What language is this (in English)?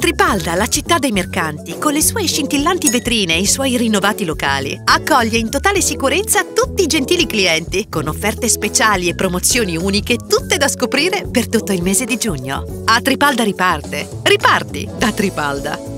Italian